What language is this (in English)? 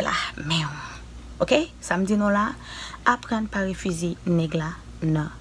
Haitian Creole